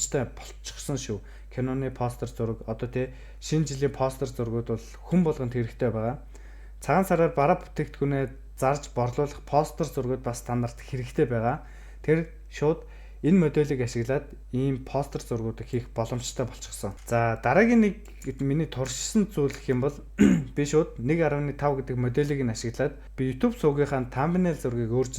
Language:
Mongolian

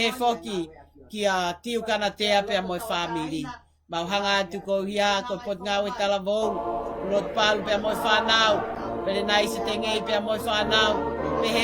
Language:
Tongan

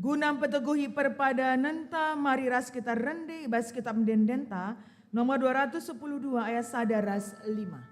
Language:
Batak Karo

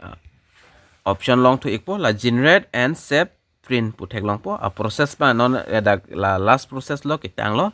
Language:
Karbi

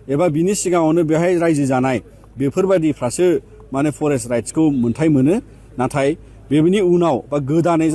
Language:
Bodo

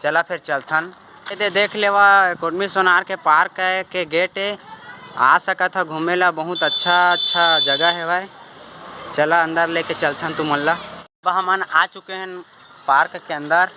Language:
Chhattisgarhi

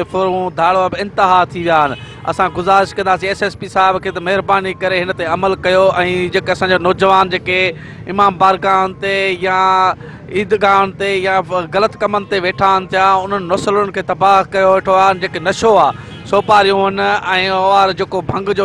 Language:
Sindhi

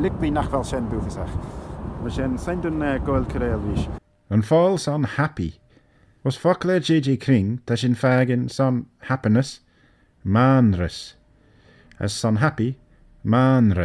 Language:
Manx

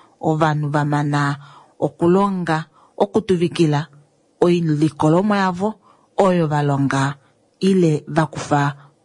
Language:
Kuanyama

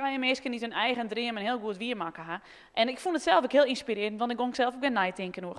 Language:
Western Frisian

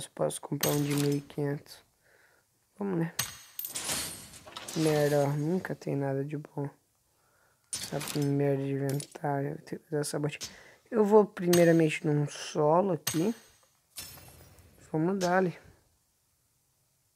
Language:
Portuguese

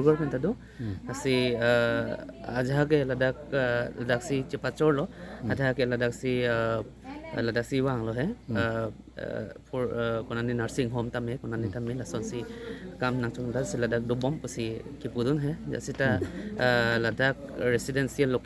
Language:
Karbi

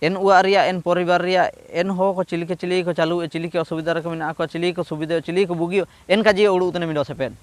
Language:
Ho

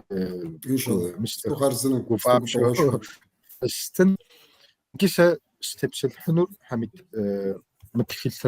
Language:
Kabardian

